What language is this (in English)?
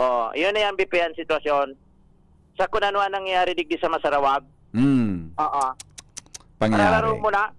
Bikol